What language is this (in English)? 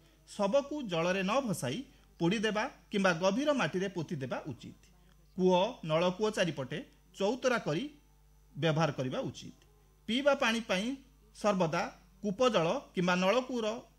Odia